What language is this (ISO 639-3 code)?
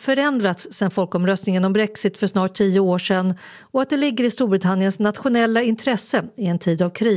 swe